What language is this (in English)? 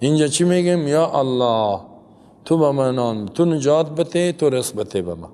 Persian